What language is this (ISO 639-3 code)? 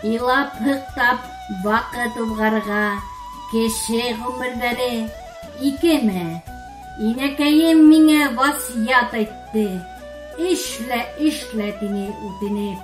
bak